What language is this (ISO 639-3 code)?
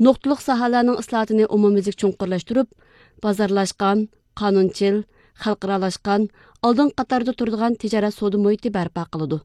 uig